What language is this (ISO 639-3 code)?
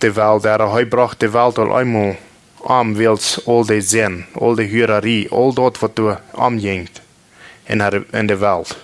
pdt